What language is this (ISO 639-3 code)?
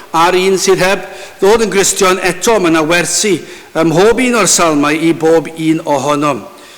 cym